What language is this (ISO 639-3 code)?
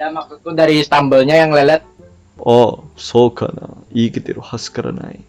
bjn